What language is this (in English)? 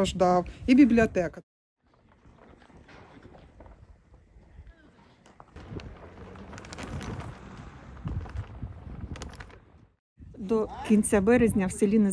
Ukrainian